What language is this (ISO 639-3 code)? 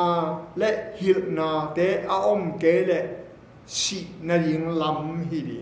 ctd